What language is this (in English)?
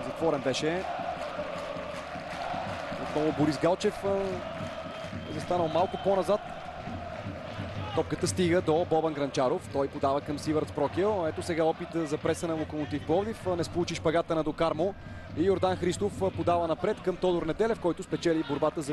Bulgarian